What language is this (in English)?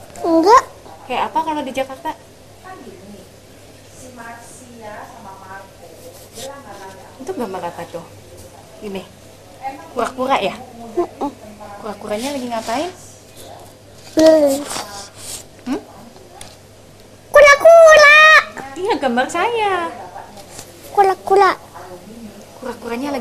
Indonesian